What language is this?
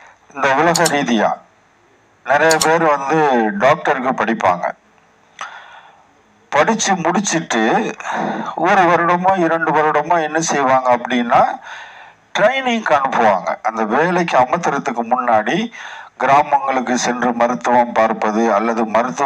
Tamil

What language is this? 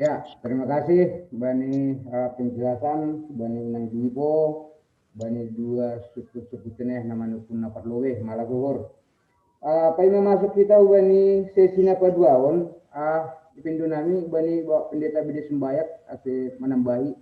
Batak Simalungun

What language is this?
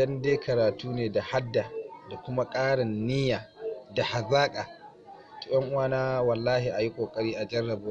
Hausa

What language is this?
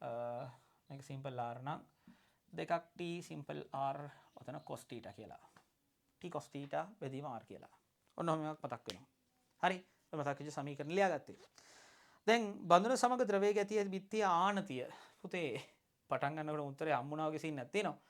Sinhala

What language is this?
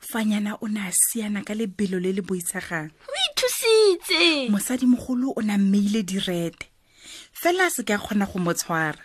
Tswana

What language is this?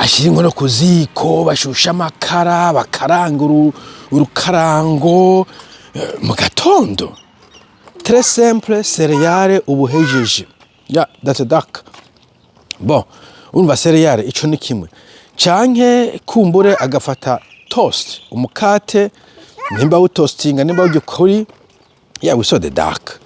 Rundi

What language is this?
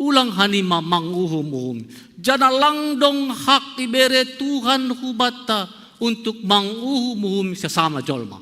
Batak Simalungun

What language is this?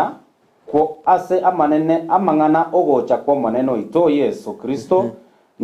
Gusii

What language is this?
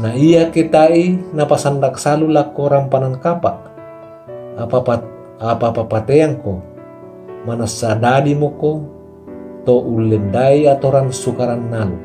Toraja-Sa'dan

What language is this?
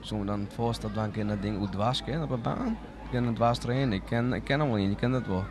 Western Frisian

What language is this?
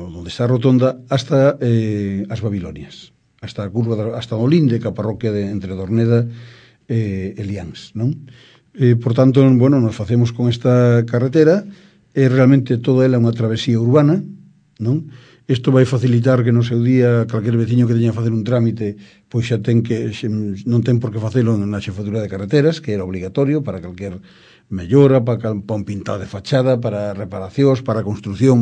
Galician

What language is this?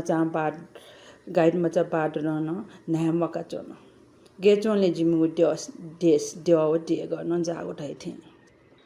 Newari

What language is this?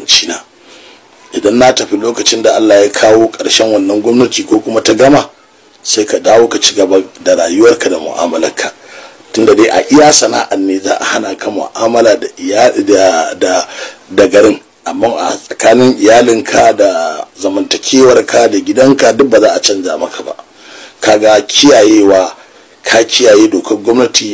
Hausa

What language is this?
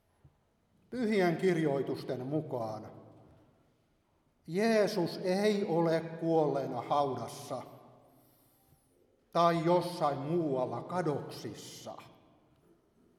Finnish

